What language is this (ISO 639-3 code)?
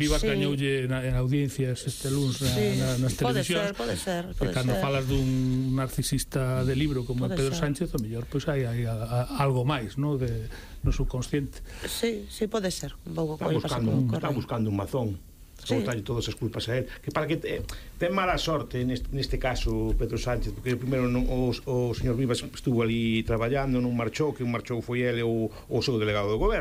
glg